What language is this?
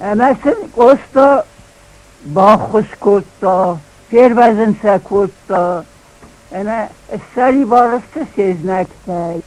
Ossetic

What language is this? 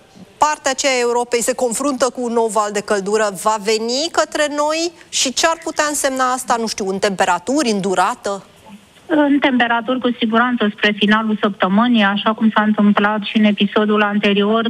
Romanian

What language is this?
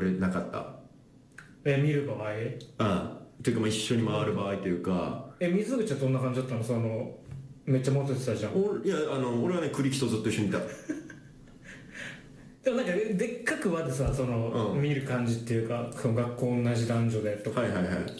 Japanese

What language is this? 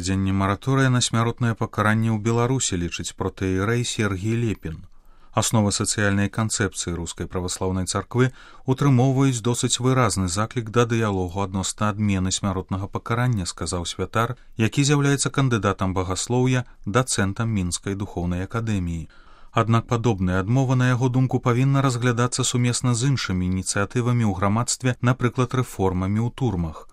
Belarusian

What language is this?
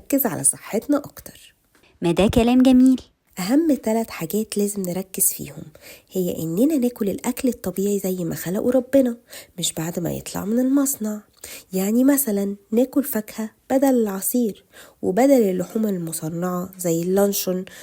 Egyptian Arabic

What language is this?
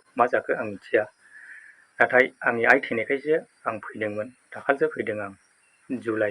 Bodo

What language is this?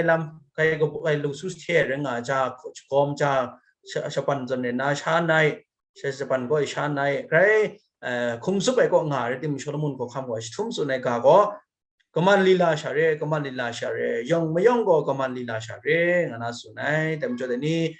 Kachin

